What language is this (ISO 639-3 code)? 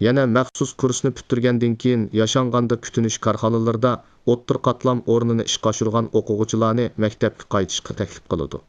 uig